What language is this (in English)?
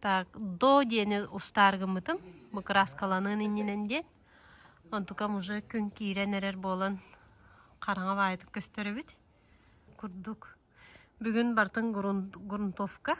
Yakut